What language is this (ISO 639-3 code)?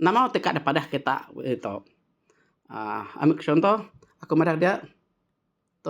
iba